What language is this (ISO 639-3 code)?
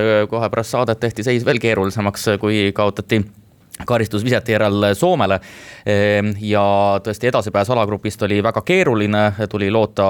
est